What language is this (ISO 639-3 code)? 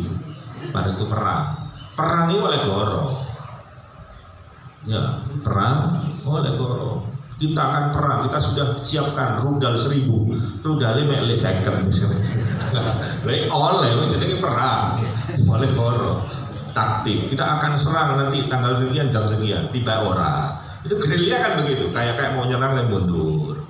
ind